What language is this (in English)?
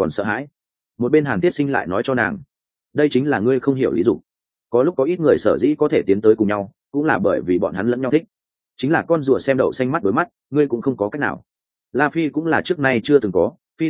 Vietnamese